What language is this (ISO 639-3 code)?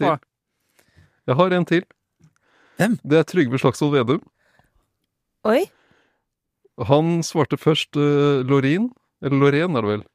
nor